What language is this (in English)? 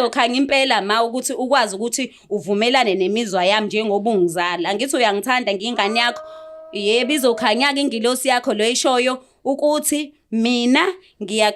Zulu